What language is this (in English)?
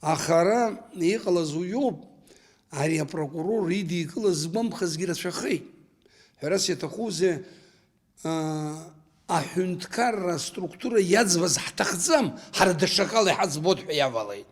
Abkhazian